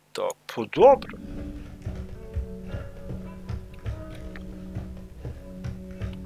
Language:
Croatian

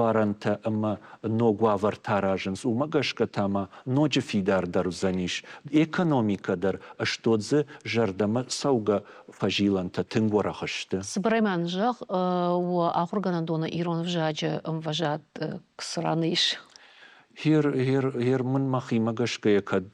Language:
Ossetic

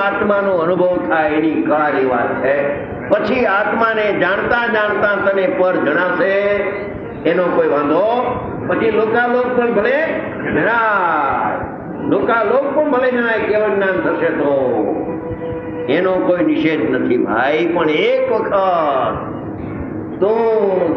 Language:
Gujarati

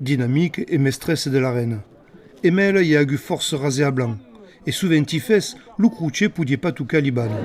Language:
Occitan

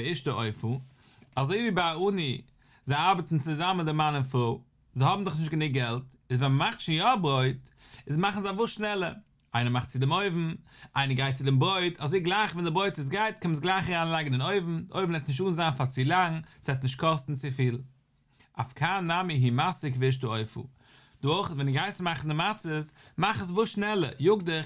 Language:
Yiddish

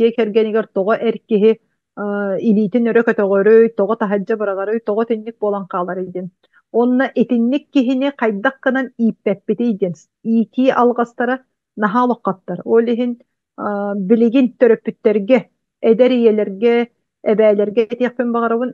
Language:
Yakut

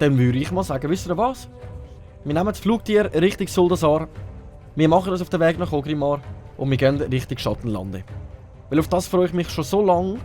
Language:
Swiss German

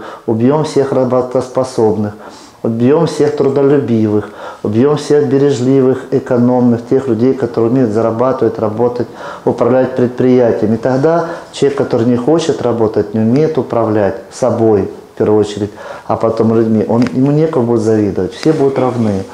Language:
Russian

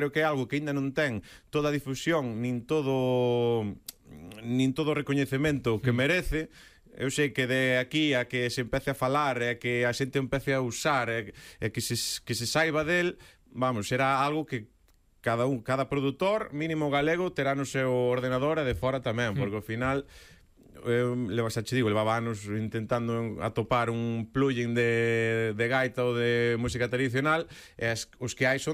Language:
Galician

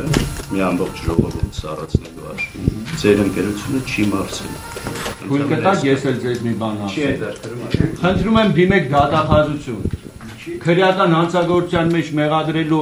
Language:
Armenian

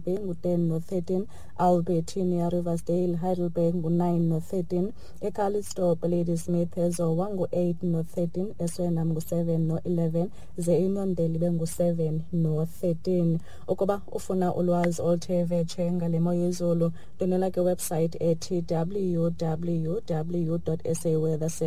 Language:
Xhosa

